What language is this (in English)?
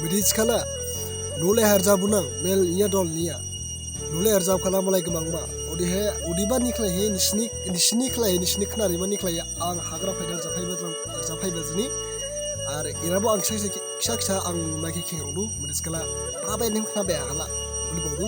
Dimasa